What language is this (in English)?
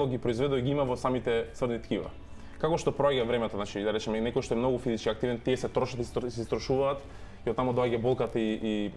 Macedonian